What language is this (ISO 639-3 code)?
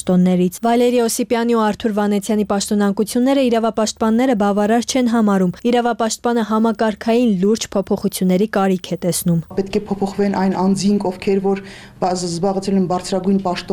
hye